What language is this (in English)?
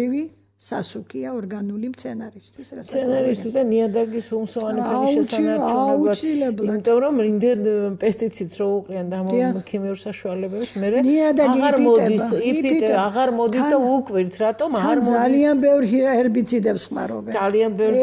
Georgian